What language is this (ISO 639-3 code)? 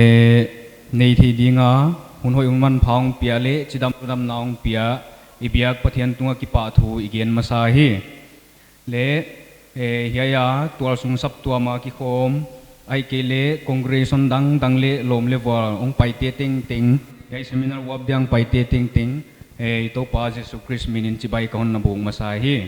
pck